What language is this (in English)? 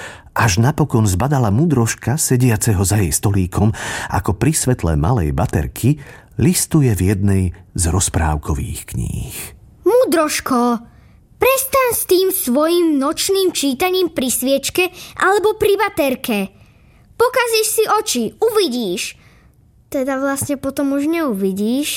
Slovak